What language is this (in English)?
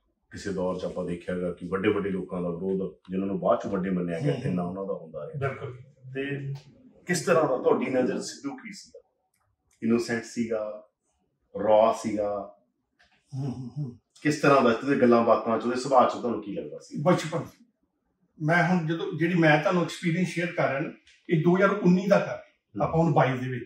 Punjabi